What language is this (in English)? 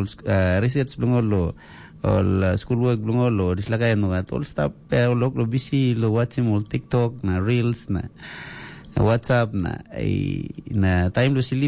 Tok Pisin